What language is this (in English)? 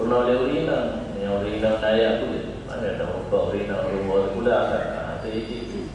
Achinese